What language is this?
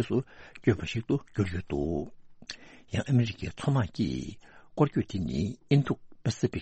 Tibetan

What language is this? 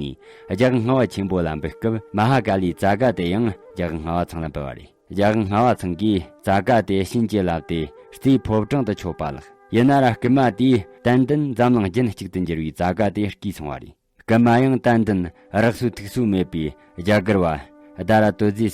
Tibetan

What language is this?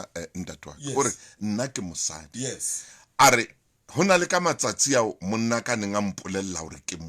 Southern Sotho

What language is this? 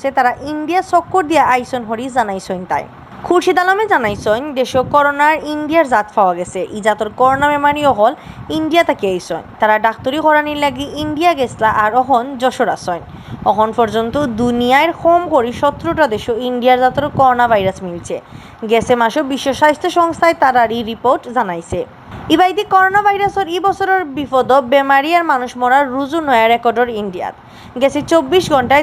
Sylheti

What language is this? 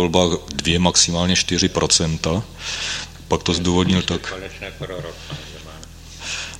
Czech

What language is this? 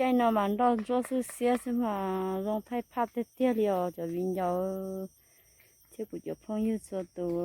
Hmong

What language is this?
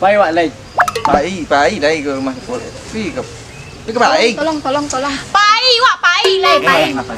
Minangkabau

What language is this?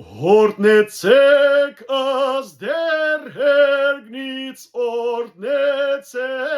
Western Armenian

